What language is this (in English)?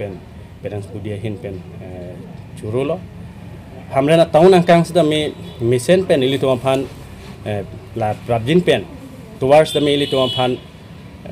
Karbi